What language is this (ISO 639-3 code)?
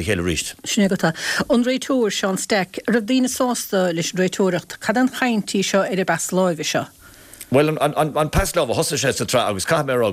gle